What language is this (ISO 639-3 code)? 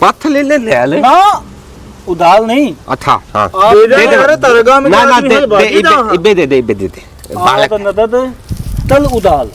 bgc